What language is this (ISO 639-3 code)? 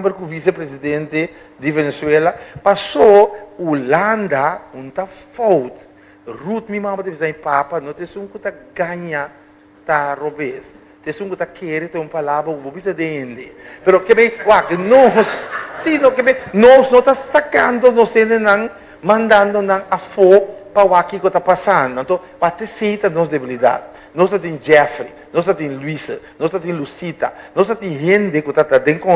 pap